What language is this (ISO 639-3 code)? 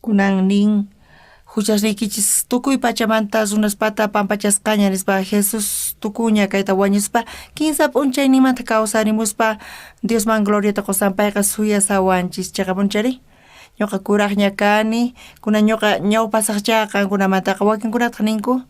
quh